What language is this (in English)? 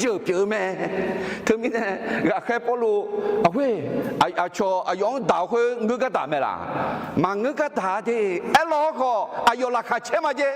Akha